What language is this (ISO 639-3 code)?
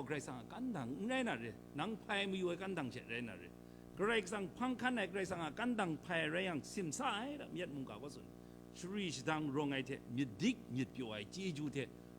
kac